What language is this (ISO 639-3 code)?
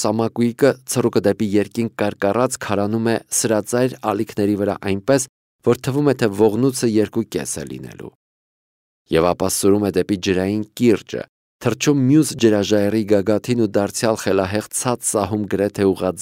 hye